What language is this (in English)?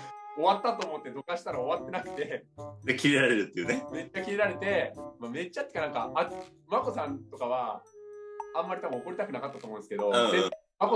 Japanese